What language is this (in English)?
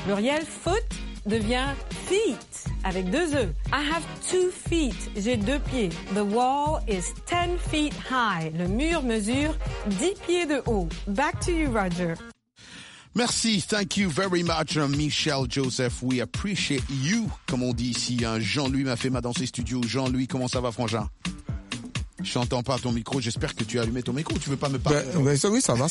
French